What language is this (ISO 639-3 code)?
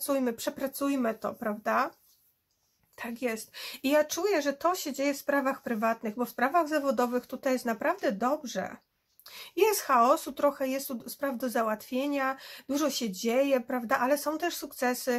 pol